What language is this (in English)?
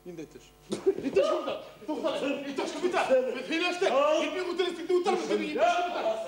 Bashkir